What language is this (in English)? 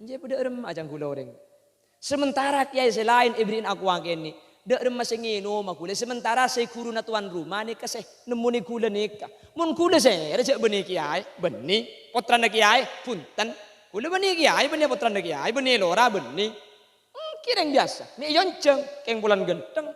Madurese